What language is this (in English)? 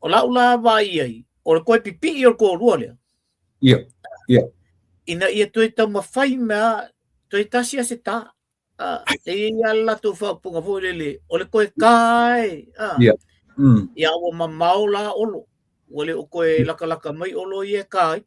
Samoan